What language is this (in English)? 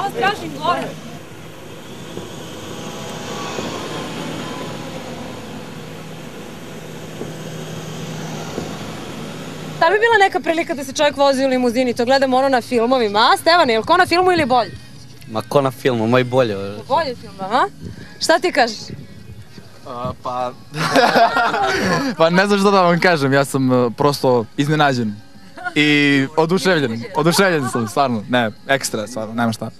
Serbian